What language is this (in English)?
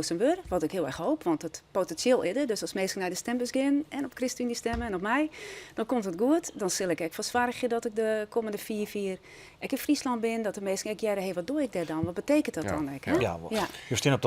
Western Frisian